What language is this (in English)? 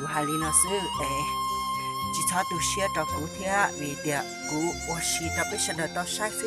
Hmong